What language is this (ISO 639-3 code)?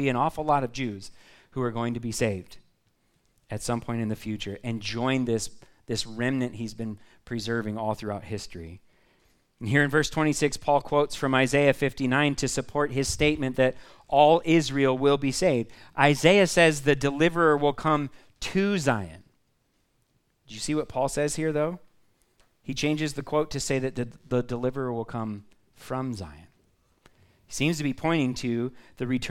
eng